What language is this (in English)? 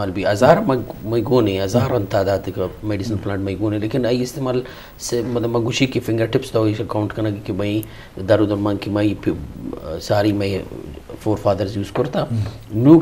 Eastern Balochi